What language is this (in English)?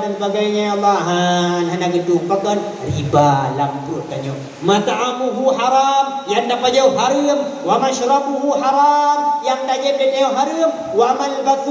Achinese